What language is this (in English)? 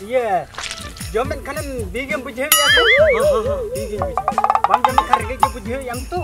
Santali